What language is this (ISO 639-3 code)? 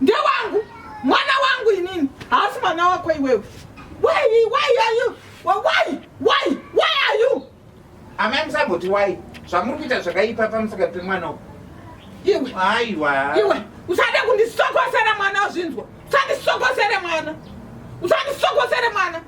sna